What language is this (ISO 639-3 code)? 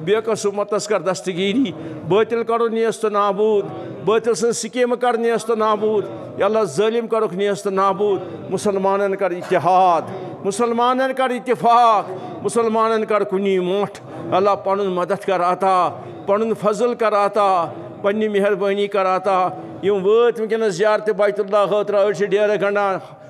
kas